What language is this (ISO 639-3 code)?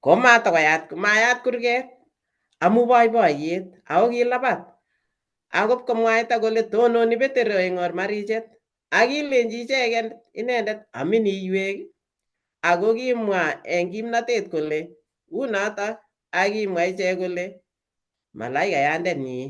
kln